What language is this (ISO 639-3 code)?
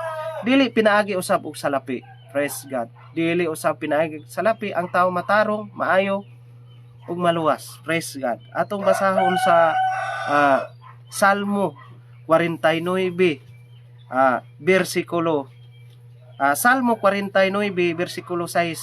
ceb